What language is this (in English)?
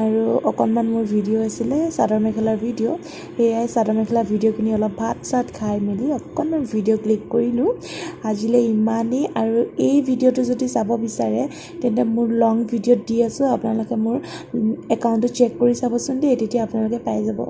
Assamese